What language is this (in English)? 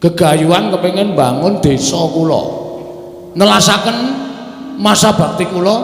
Javanese